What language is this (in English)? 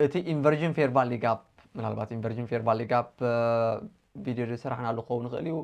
Tigrinya